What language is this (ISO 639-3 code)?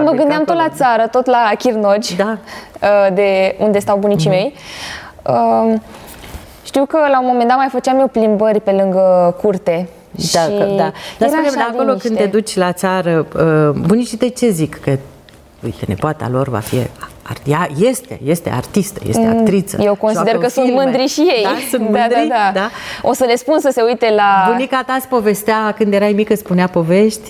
ron